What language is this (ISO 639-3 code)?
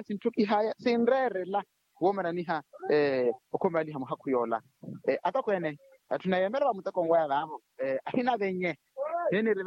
vmw